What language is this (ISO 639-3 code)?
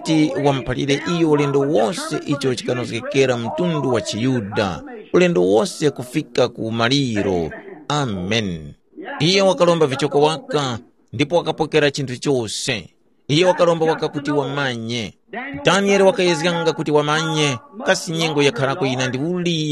tum